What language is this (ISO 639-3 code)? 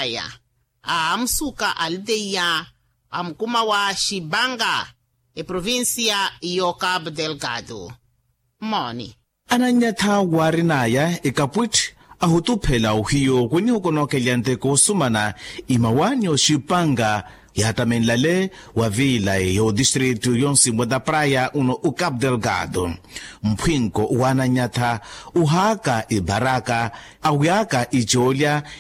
vmw